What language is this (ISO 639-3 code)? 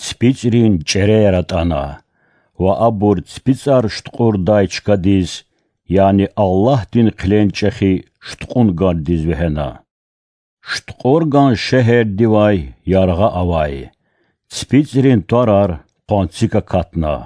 lez